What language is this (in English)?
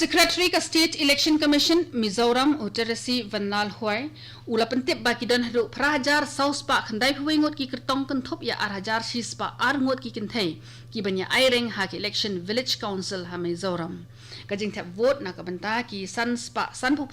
Khasi